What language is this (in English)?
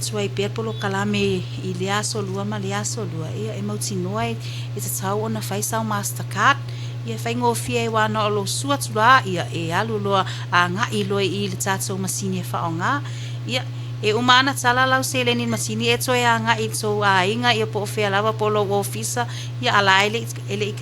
Samoan